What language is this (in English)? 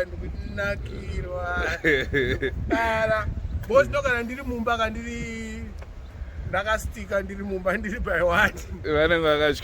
Shona